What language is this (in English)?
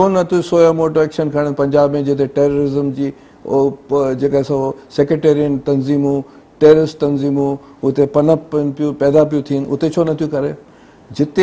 Sindhi